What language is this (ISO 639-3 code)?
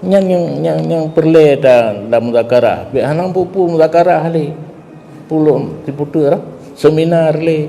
ace